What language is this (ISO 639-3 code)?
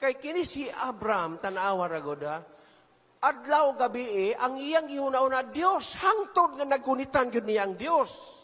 ceb